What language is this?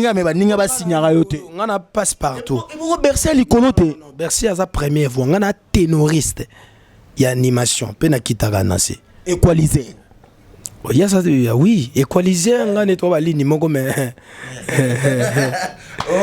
Lingala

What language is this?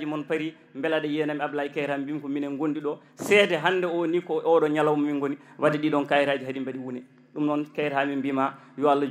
Fula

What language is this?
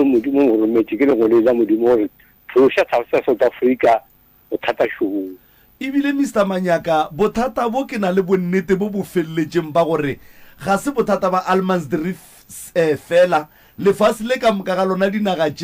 Northern Sotho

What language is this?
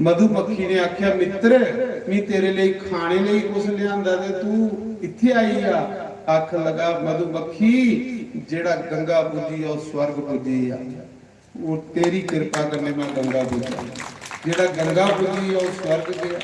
Dogri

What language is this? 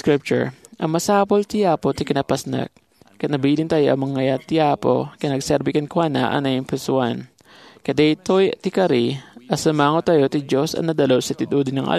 Iloko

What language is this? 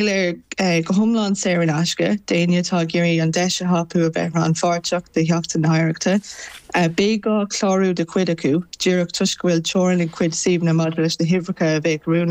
Irish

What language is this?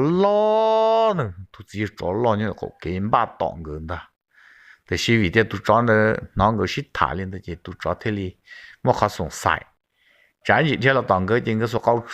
Hmong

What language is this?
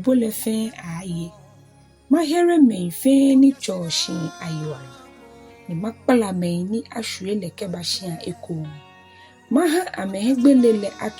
Ga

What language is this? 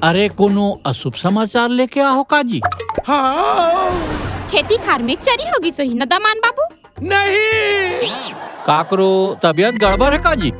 Chhattisgarhi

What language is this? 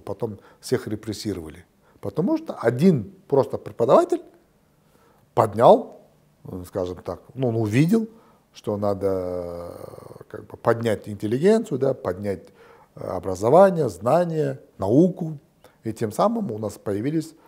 Russian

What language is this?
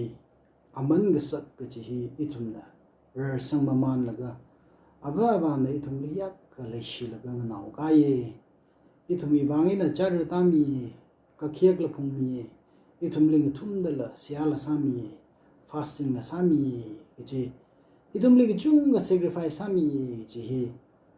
Tangkhul Naga (India)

